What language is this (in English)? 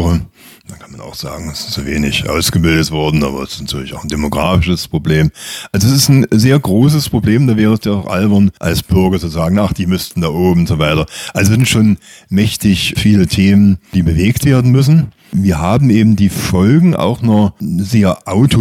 German